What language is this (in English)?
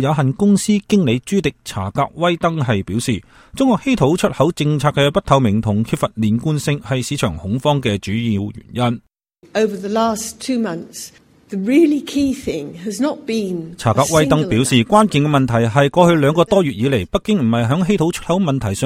Cantonese